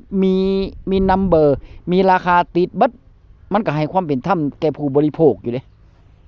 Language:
Northeastern Thai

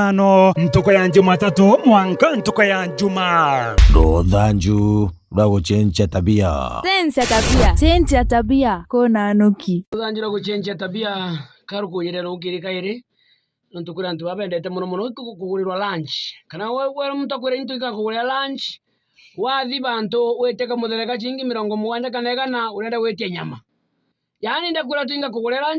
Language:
Meru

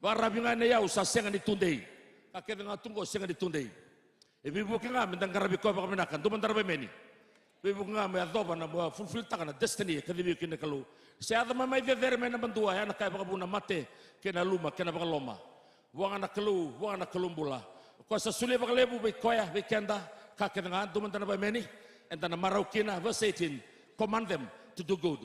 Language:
Fijian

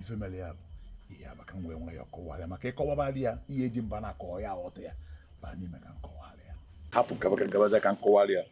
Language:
Igbo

